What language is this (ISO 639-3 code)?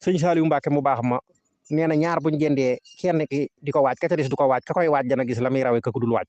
wol